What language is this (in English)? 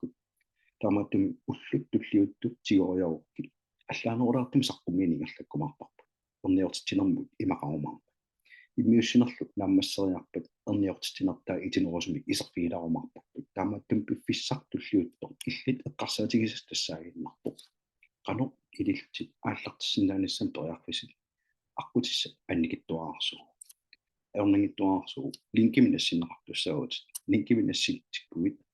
Kalaallisut